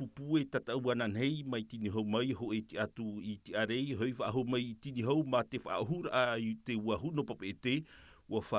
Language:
Tahitian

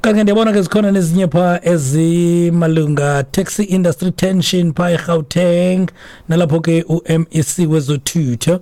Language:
Xhosa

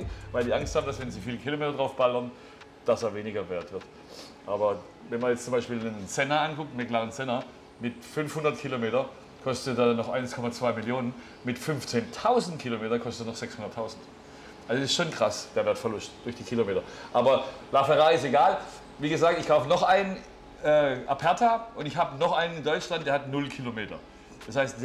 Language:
German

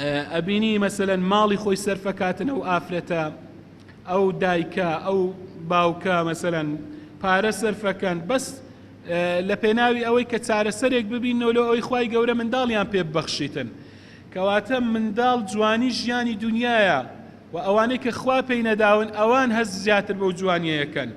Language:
Central Kurdish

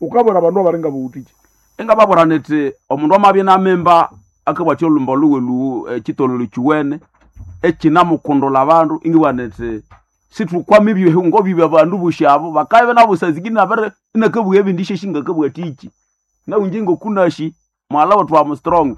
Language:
Nande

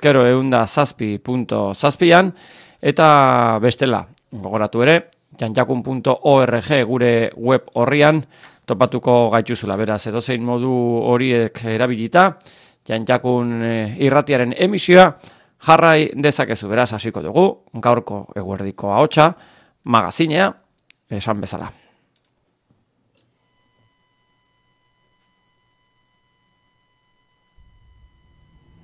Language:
Basque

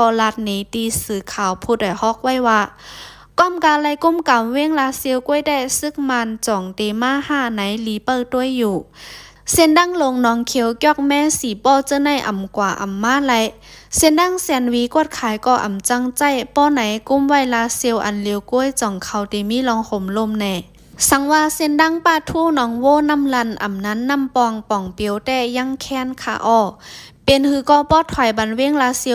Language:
Shan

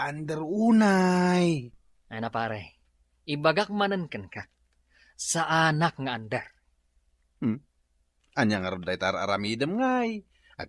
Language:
Iloko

